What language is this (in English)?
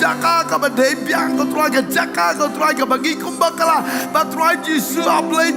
Khasi